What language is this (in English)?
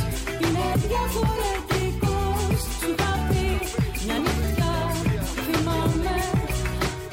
Greek